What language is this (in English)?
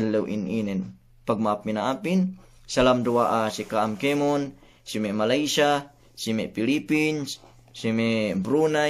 Yakan